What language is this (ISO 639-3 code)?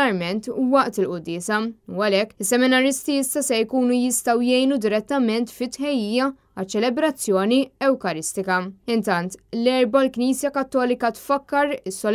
mlt